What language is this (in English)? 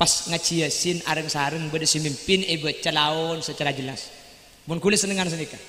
Madurese